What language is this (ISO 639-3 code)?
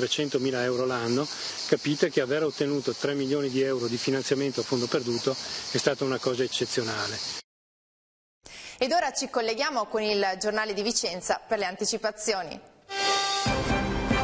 ita